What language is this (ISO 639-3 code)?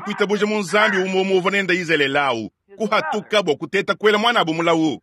lua